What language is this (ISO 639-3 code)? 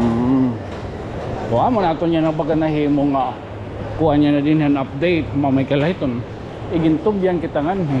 war